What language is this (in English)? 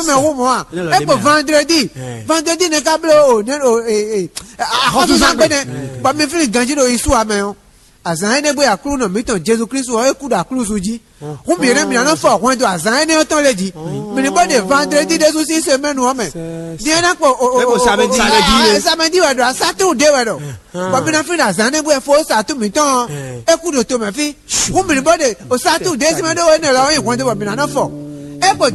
Fon